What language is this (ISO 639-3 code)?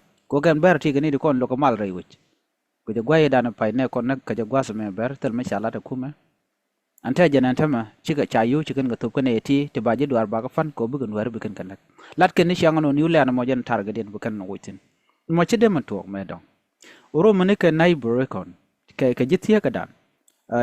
nus